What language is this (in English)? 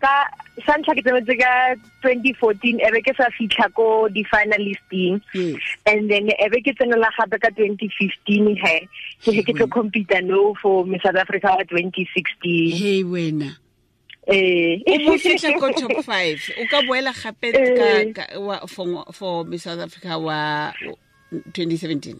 Tswana